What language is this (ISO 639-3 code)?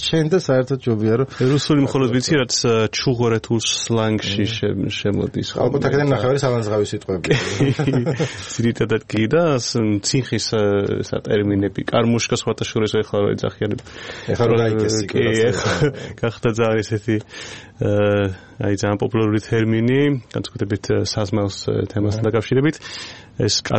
kat